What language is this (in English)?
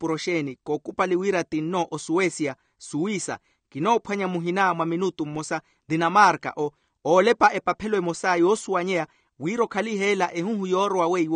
Makhuwa